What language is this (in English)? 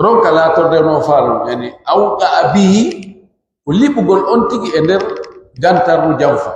Pular